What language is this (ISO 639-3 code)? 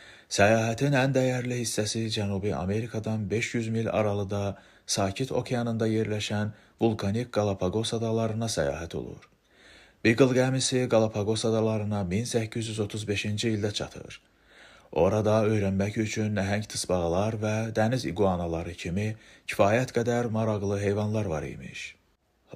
aze